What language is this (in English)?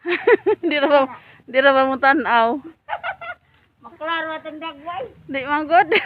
Cebuano